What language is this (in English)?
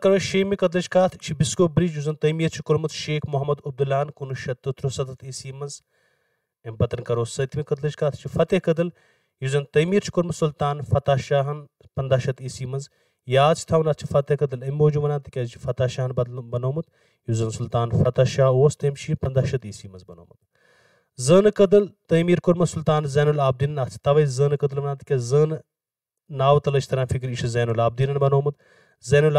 Kashmiri